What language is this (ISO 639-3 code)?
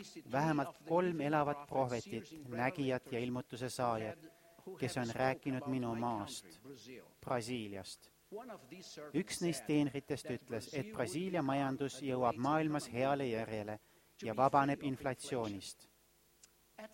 est